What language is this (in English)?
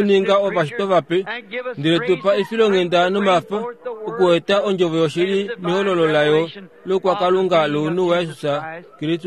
Kuanyama